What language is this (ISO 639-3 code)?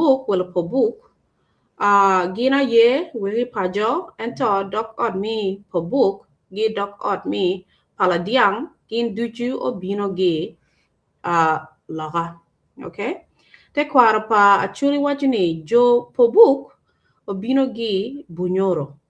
ach